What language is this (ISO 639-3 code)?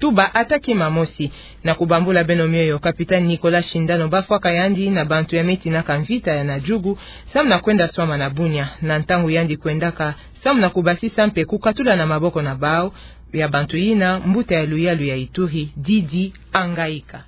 ktu